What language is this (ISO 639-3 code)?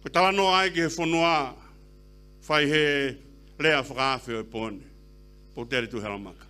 ton